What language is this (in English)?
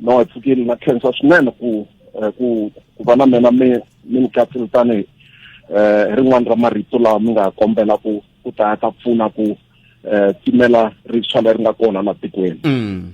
Tsonga